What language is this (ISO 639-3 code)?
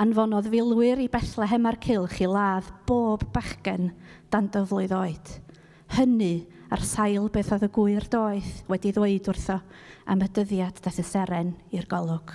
cym